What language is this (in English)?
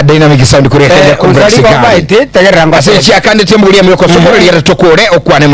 Gusii